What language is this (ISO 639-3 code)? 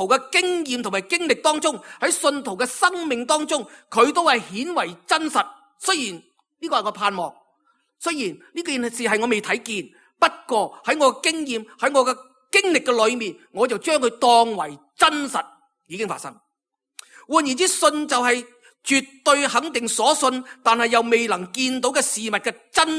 yue